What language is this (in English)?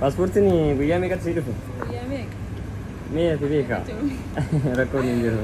Oromo